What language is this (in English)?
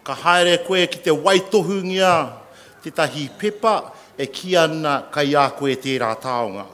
Māori